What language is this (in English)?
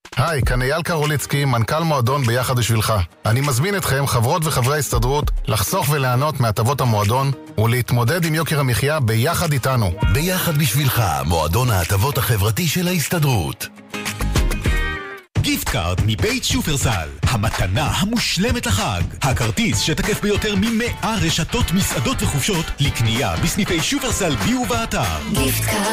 Hebrew